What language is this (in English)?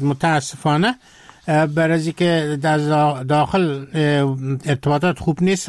Persian